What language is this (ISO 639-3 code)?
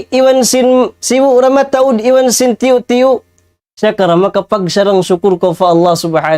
tsg